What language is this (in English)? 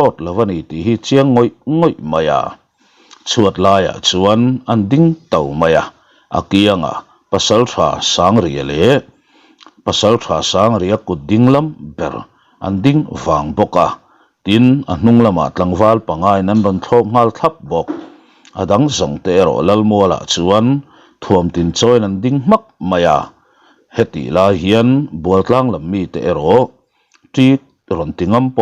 Mizo